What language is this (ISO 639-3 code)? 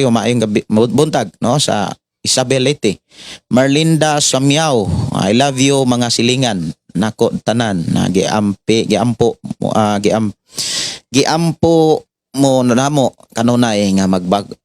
ceb